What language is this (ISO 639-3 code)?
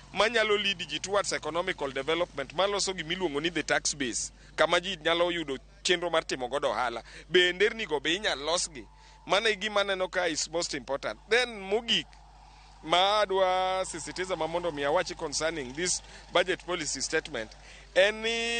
luo